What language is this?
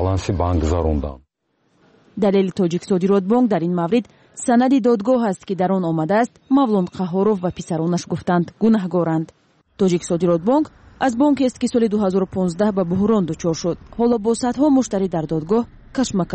Tajik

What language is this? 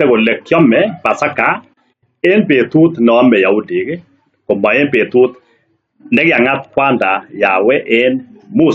Kalenjin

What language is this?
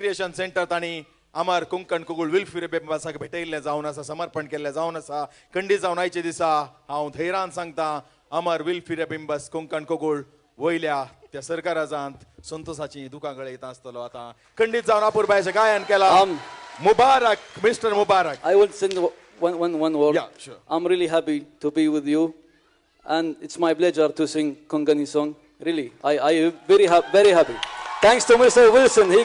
Konkani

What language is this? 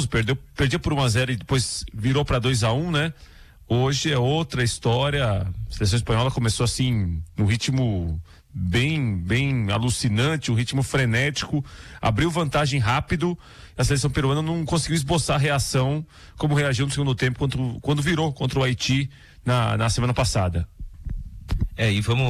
Portuguese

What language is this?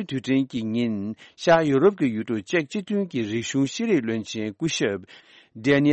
Tibetan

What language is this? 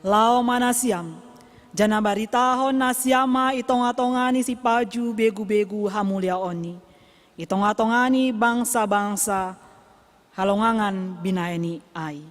Batak Simalungun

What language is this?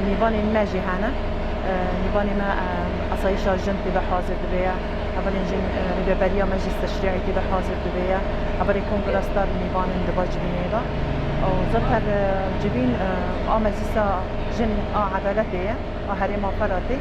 Kurdish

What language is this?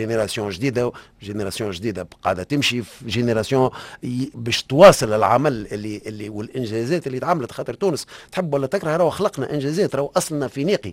Tunisian Arabic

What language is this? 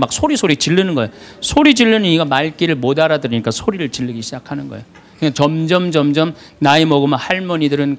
Korean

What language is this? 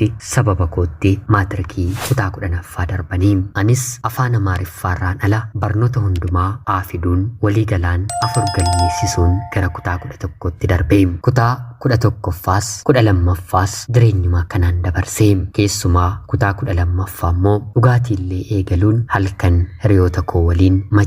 Oromo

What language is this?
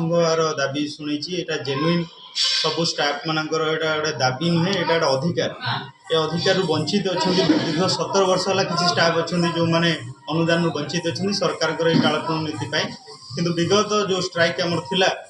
Odia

